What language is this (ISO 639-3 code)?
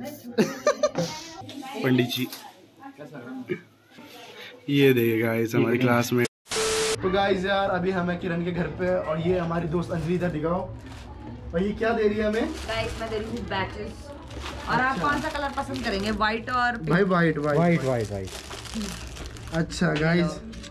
hin